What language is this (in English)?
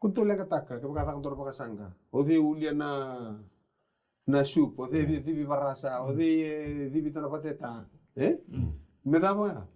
Fijian